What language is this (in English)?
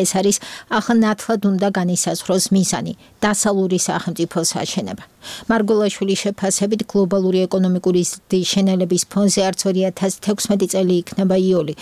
Georgian